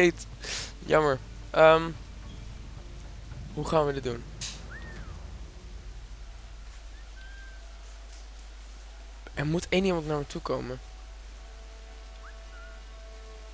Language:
Dutch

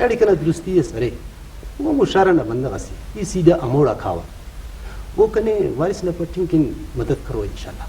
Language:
Brahui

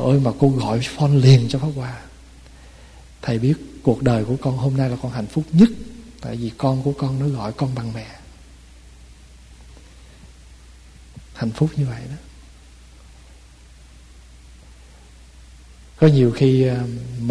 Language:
Vietnamese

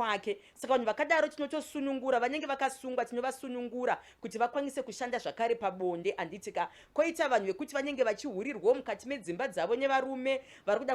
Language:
Shona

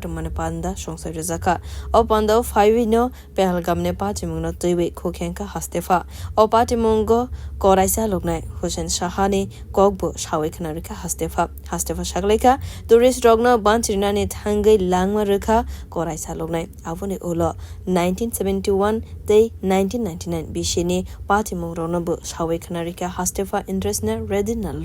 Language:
Kok Borok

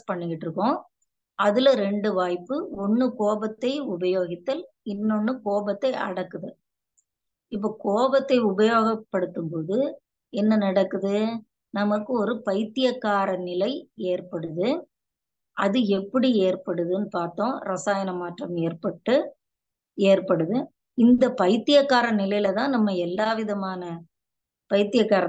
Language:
Tamil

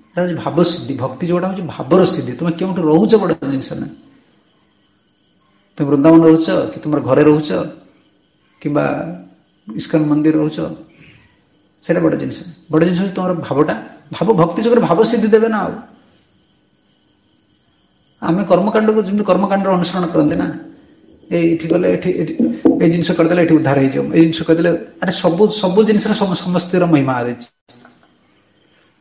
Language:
Odia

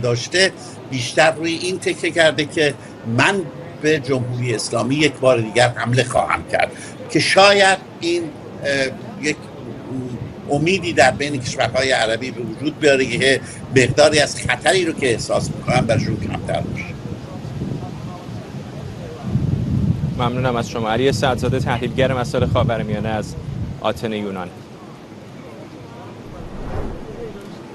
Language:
Persian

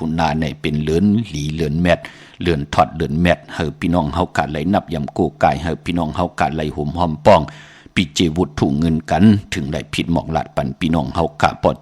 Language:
Shan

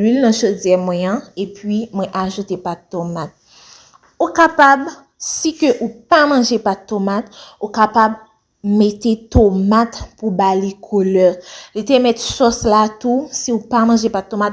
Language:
Haitian Creole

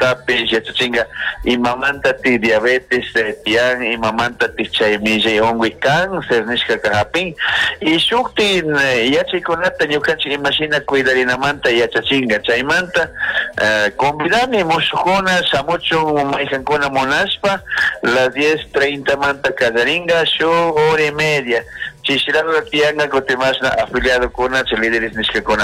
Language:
Chimborazo Highland Quichua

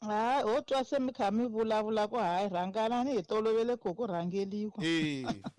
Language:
Tsonga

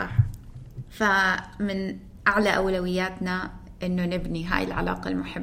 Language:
North Levantine Arabic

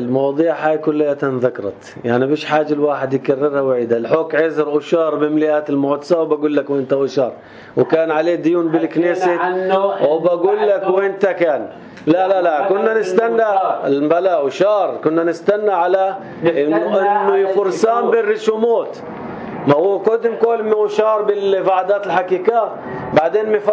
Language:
North Levantine Arabic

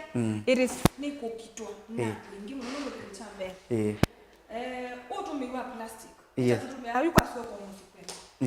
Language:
Kamba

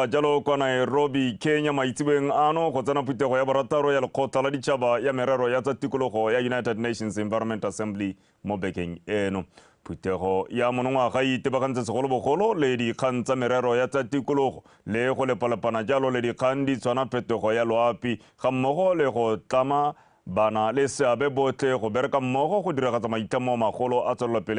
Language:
Tswana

